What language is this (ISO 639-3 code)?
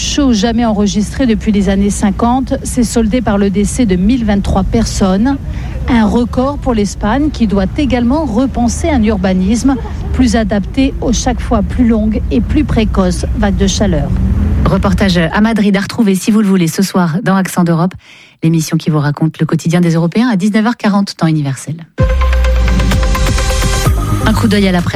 fra